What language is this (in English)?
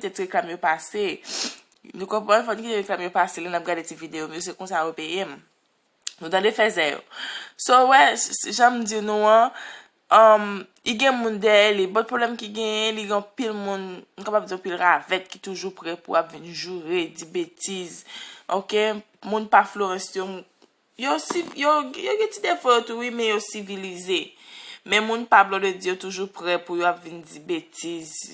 Haitian Creole